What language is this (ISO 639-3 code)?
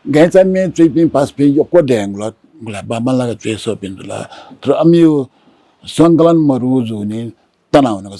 new